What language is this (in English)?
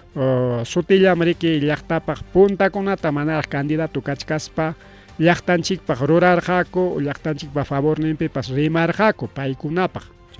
Ayacucho Quechua